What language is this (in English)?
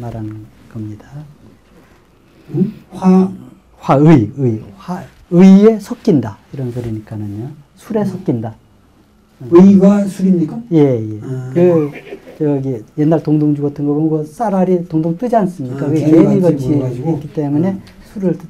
Korean